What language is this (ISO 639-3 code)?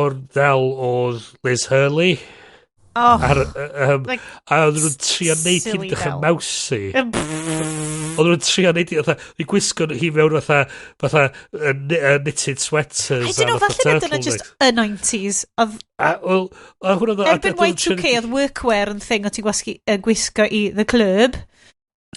cym